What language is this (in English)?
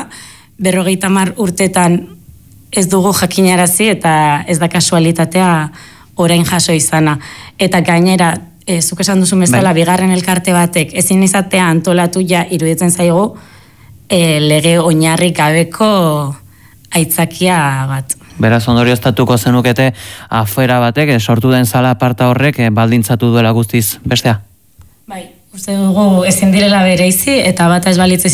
Basque